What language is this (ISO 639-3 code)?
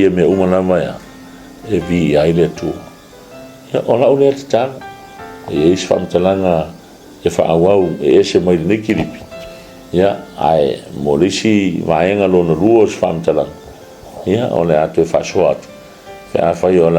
smo